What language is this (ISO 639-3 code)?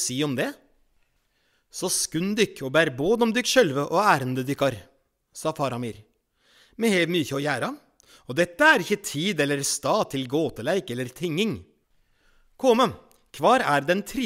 nor